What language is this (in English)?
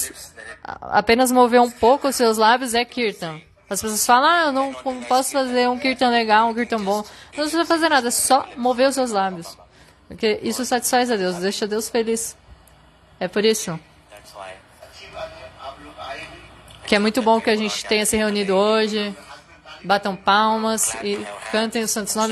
Portuguese